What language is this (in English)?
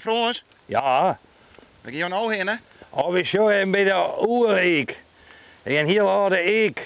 Western Frisian